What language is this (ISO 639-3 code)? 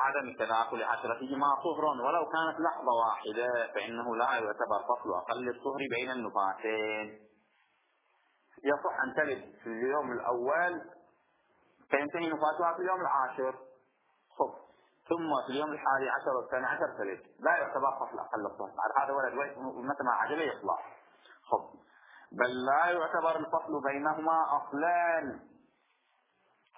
ara